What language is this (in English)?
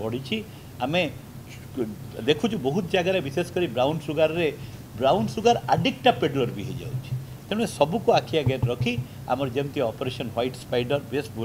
Odia